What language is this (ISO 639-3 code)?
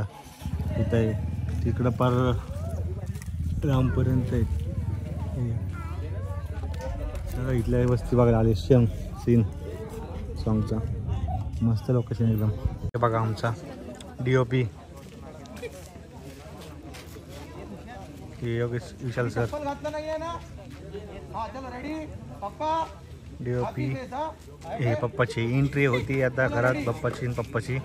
mar